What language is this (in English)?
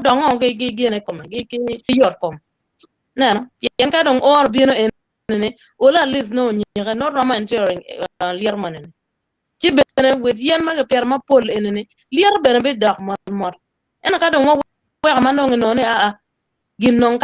Acoli